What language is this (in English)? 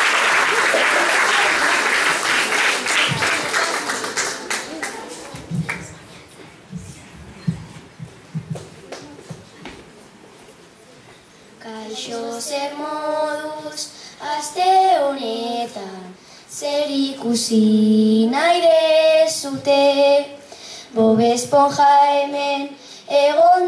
Basque